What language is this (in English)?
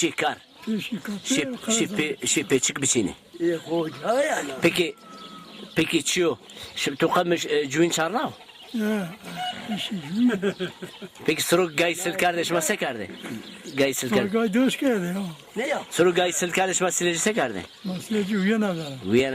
Zaza